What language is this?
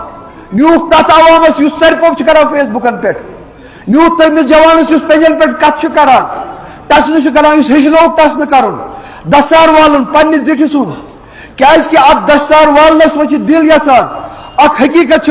Kashmiri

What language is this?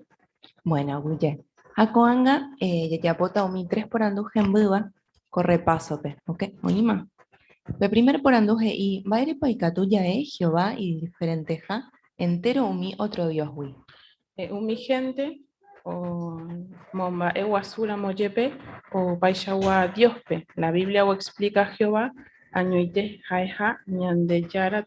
Guarani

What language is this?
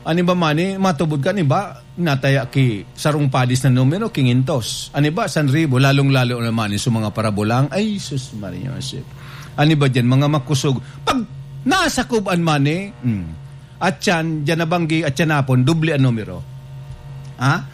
Bikol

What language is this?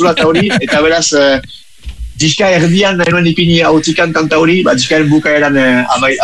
Basque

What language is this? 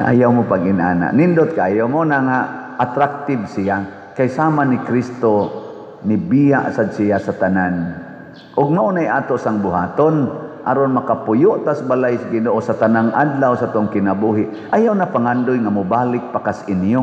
Cebuano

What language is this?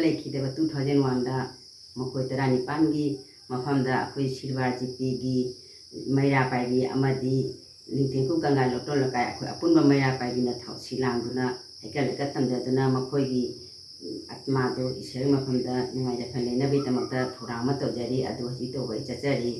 Manipuri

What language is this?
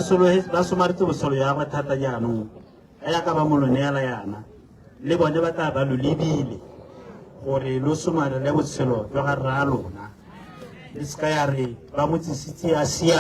Tswana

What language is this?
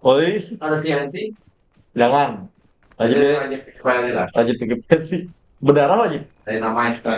Banjar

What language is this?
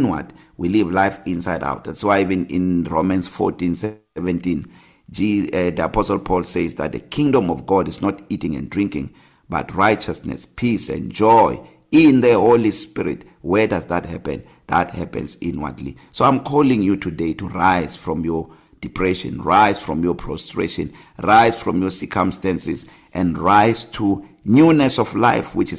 English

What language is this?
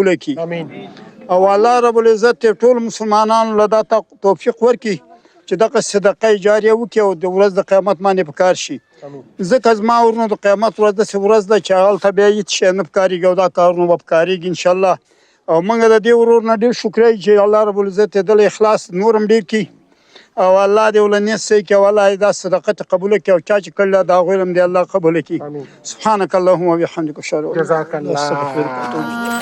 Pashto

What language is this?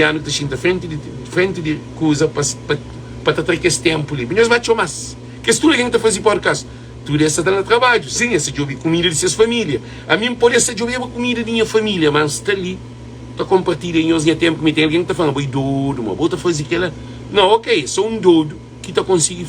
Kabuverdianu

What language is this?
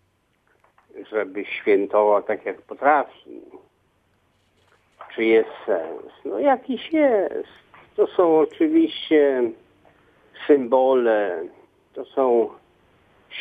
Polish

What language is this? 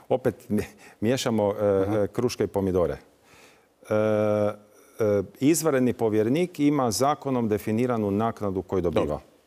Croatian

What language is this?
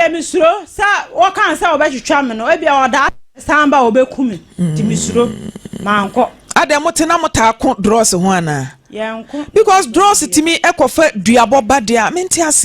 Akan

